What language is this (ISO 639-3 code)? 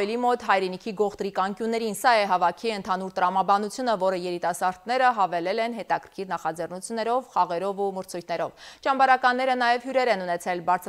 hye